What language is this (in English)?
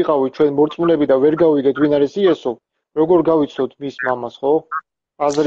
Georgian